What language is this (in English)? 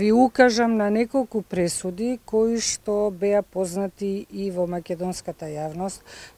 Macedonian